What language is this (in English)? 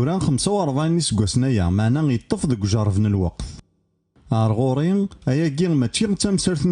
Kabyle